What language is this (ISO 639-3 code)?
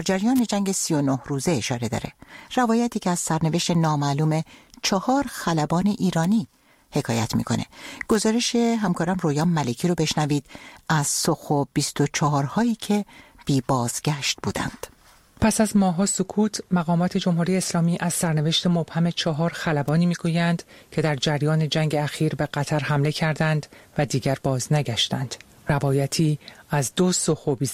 fas